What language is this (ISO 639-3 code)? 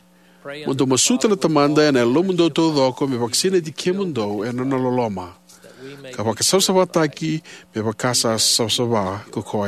fij